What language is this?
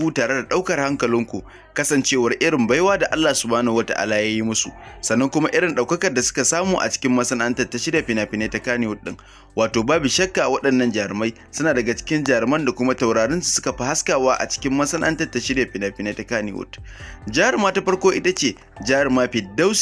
Hausa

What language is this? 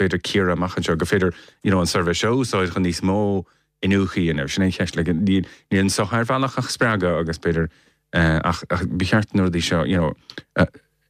Irish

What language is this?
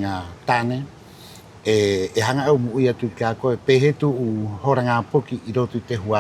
Rapanui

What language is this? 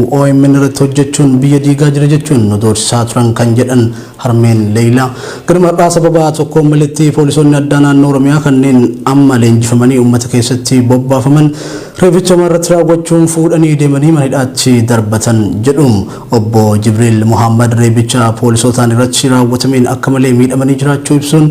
Oromo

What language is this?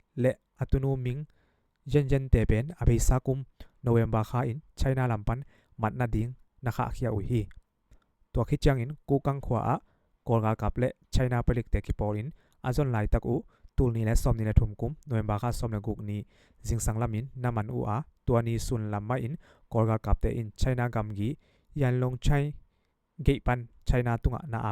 Tedim Chin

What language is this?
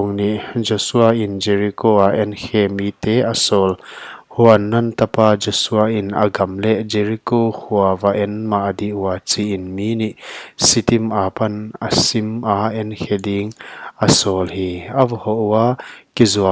Paite Chin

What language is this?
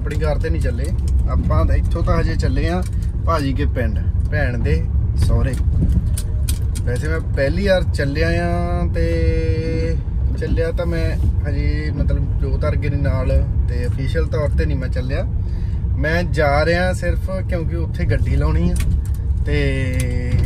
Punjabi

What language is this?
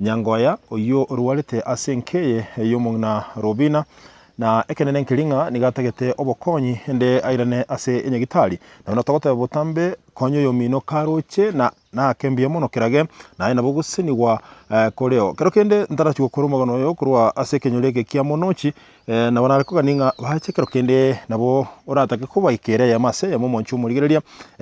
Gusii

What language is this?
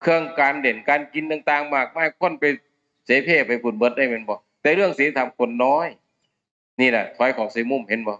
Northeastern Thai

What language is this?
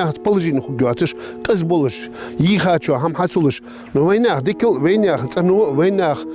Ingush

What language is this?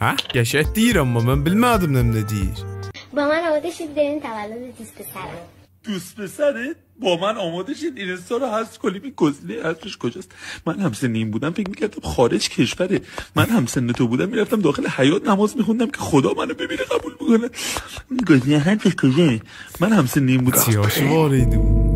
South Azerbaijani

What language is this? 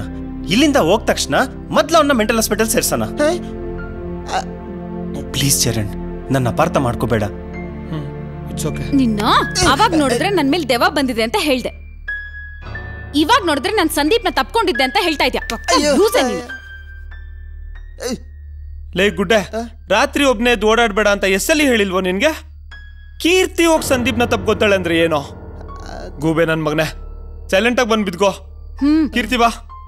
Kannada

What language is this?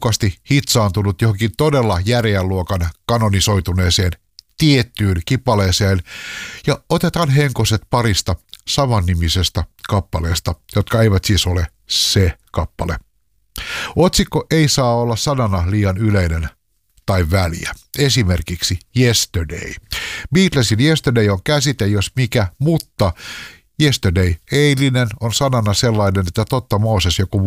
Finnish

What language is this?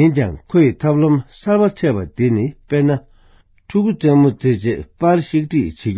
Tibetan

